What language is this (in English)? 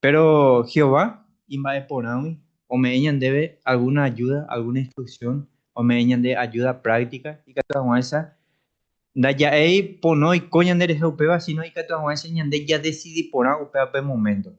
Guarani